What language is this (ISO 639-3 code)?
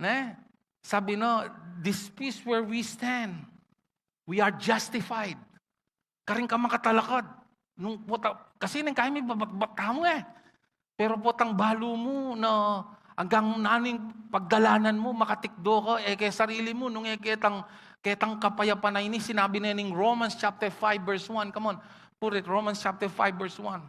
pam